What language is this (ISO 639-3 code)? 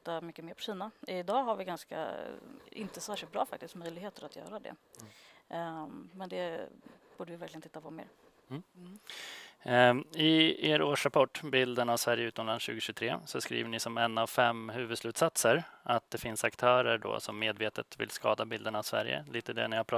swe